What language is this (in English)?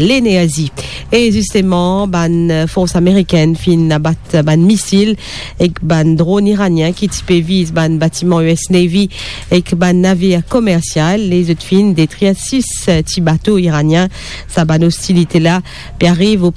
Morisyen